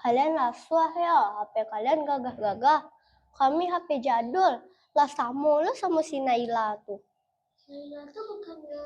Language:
Minangkabau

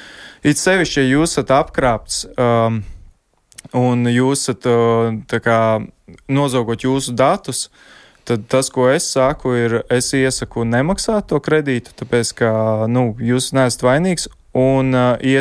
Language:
Latvian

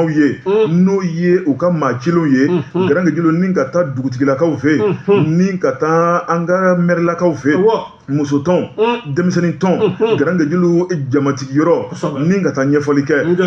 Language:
Bambara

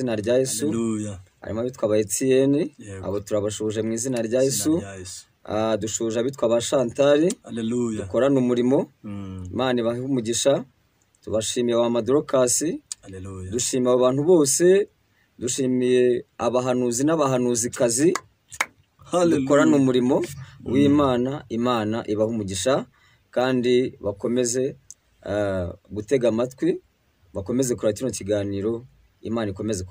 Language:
Kinyarwanda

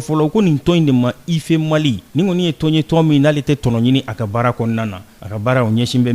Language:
Bambara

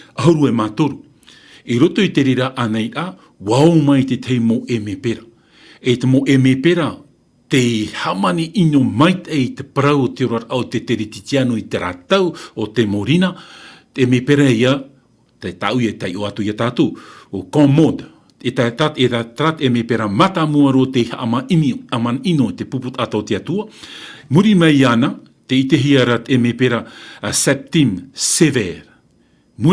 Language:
Tahitian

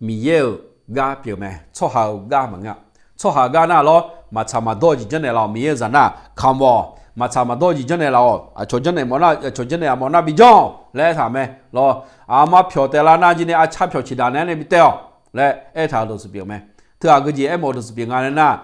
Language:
Akha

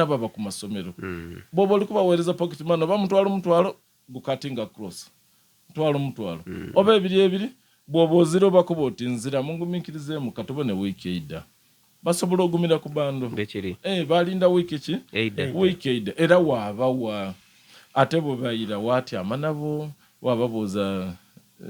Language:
Soga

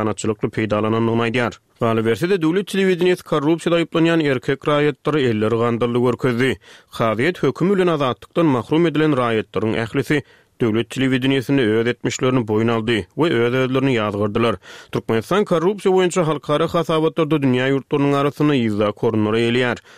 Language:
Turkmen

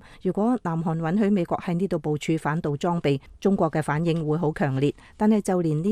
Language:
Cantonese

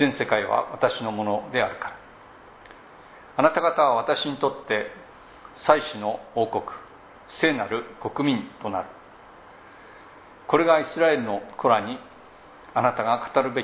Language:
Japanese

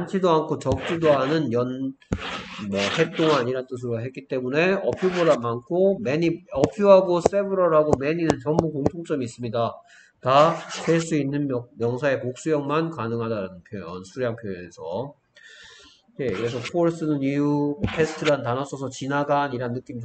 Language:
Korean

